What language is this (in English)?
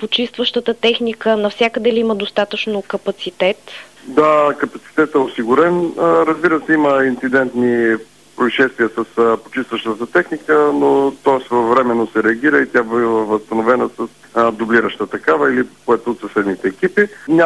Bulgarian